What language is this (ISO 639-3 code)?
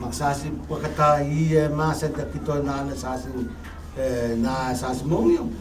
pon